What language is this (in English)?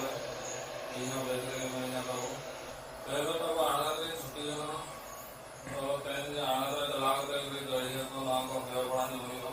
Santali